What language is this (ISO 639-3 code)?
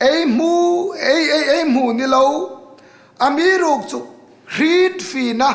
hmr